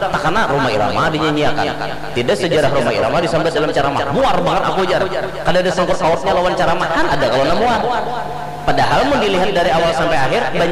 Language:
Banjar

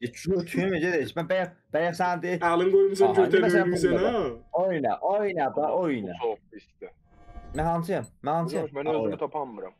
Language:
South Azerbaijani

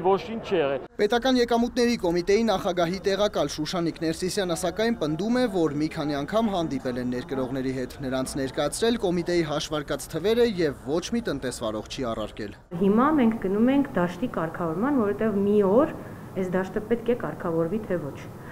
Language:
Armenian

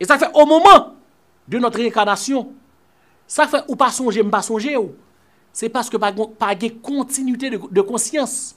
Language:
Haitian Creole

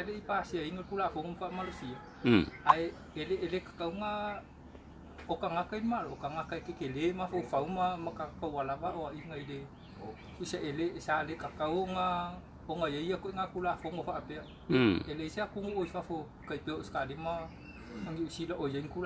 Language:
Samoan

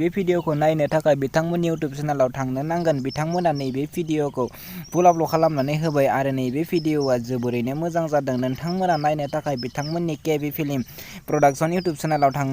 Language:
Bodo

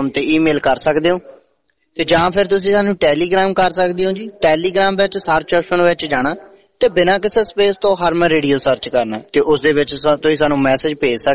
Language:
Punjabi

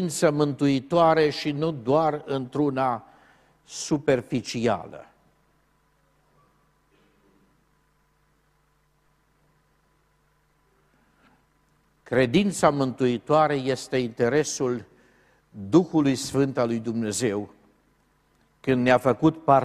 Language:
Romanian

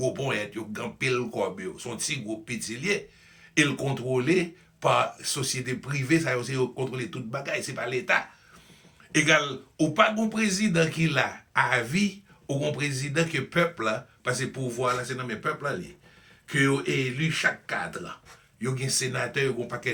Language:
Haitian Creole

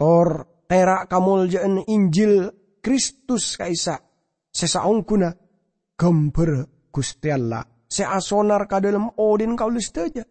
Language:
Madurese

